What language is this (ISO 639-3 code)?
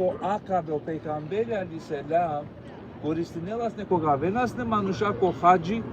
rmn